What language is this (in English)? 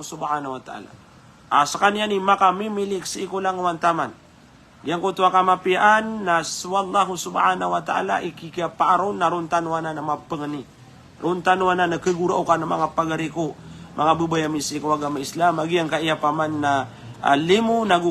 Maranao